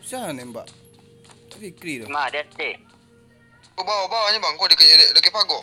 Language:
Minangkabau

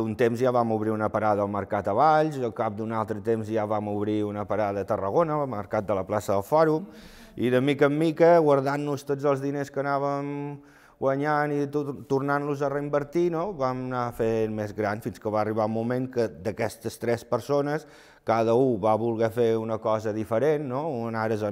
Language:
Catalan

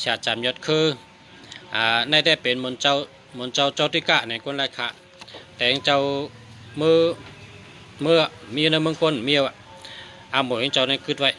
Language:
Shan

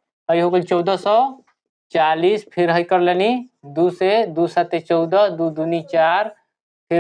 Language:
Bhojpuri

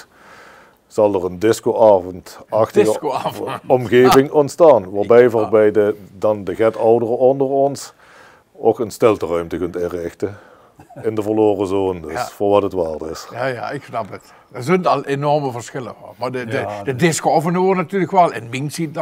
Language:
Limburgish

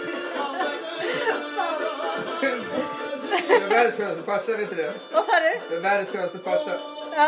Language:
Swedish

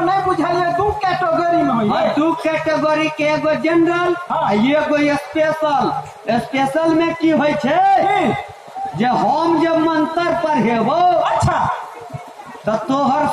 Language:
Maithili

